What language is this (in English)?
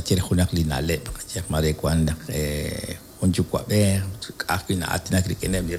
Kekchí